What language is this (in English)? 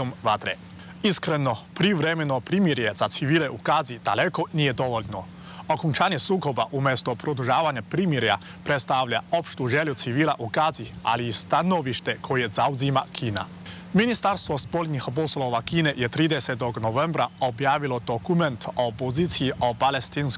Serbian